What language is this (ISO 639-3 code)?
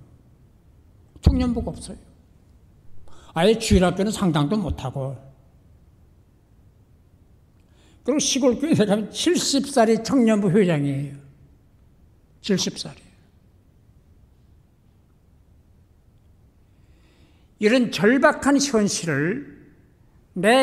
kor